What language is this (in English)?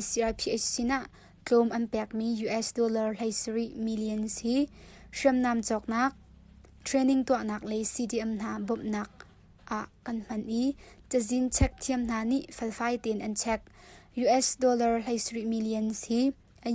Hakha Chin